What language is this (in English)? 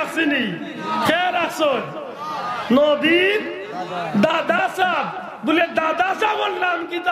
Sylheti